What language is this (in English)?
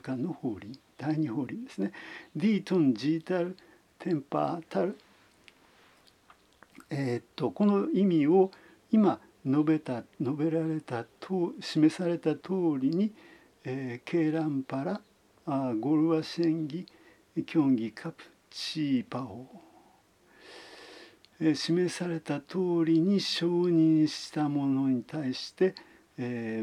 Japanese